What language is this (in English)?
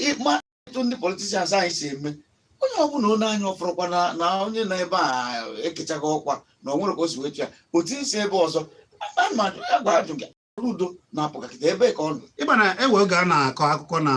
Igbo